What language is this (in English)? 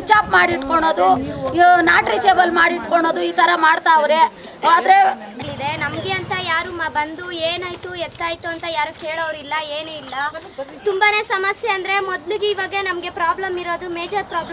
Kannada